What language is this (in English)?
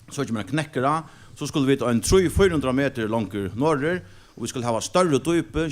Faroese